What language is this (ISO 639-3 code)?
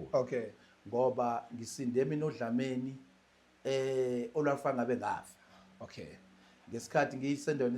zul